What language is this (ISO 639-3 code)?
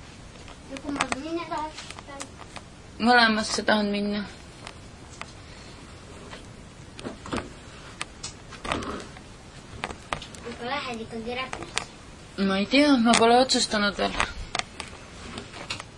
est